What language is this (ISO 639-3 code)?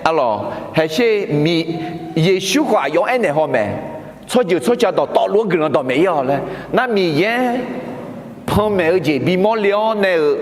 ahk